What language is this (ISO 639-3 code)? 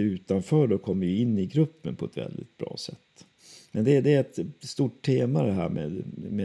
swe